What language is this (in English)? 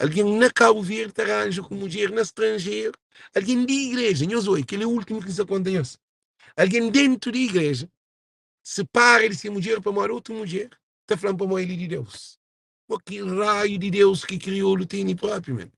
Kabuverdianu